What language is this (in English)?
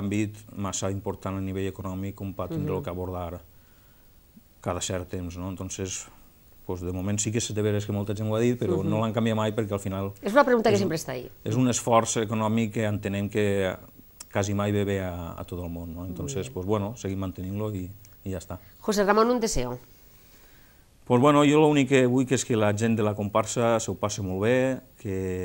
Catalan